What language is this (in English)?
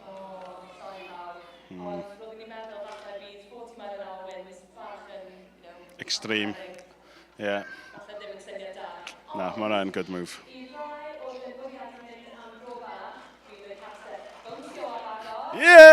Welsh